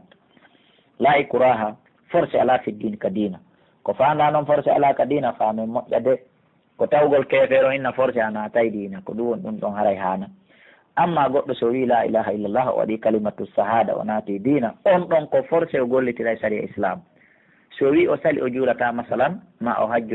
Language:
Pular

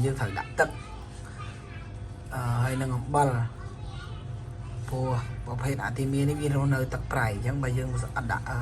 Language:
Khmer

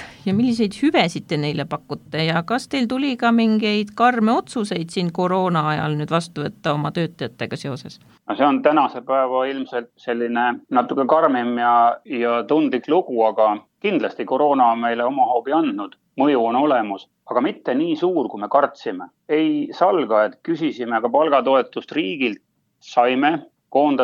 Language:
Estonian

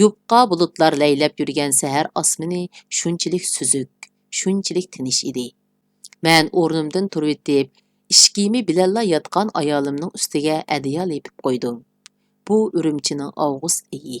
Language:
Uyghur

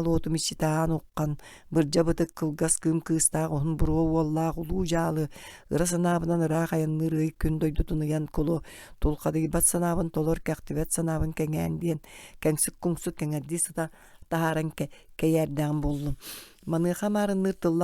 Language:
Yakut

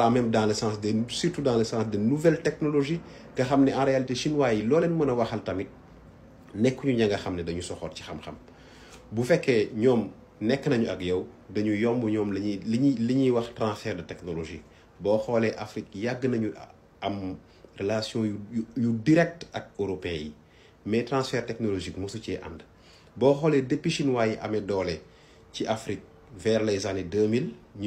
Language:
Wolof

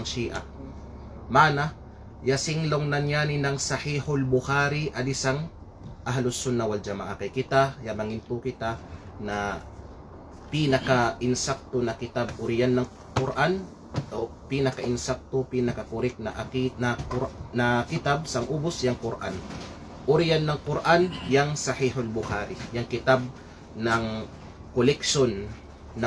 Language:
Kalagan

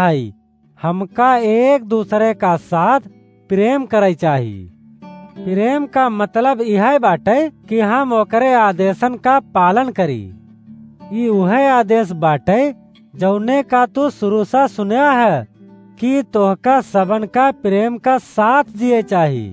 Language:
Awadhi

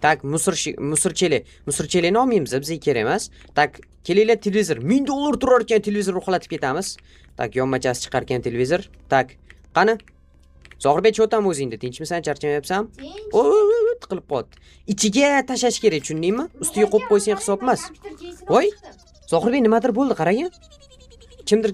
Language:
Uzbek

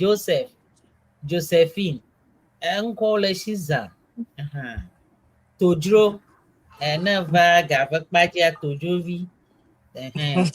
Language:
Ewe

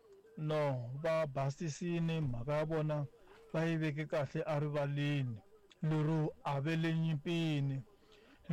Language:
Tsonga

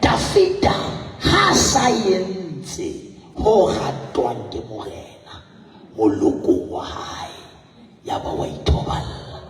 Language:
Southern Sotho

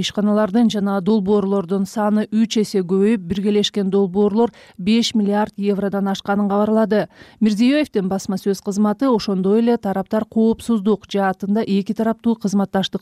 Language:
Kyrgyz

